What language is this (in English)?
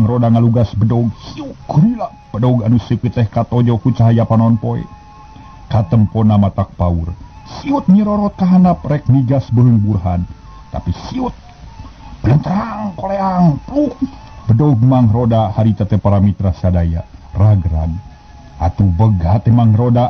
Sundanese